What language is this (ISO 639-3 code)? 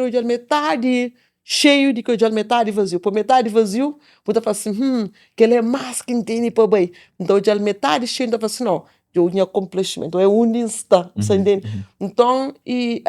kea